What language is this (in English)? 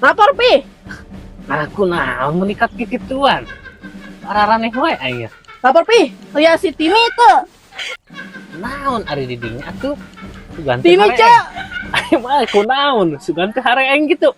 Sundanese